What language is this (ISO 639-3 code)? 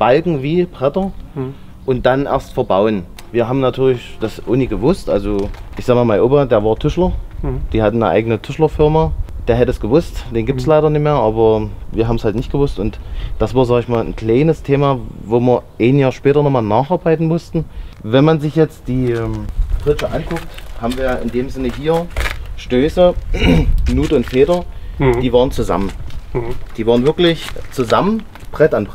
deu